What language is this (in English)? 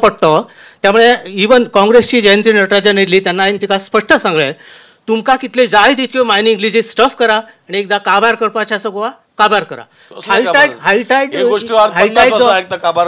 Konkani